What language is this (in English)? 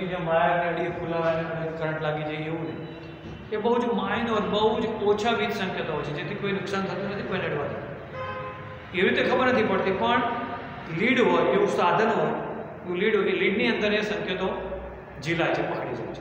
Gujarati